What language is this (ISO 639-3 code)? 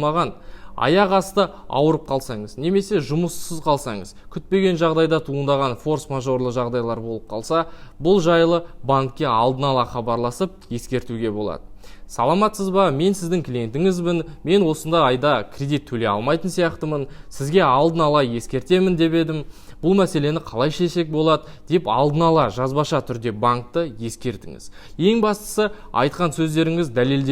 kaz